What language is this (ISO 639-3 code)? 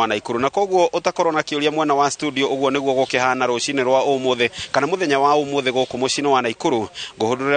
kik